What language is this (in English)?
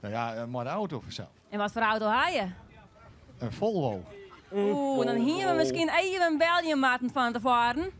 Western Frisian